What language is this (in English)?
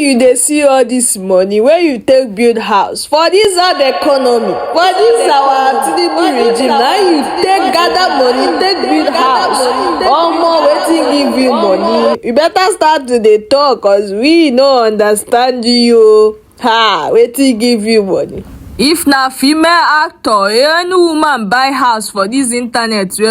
Nigerian Pidgin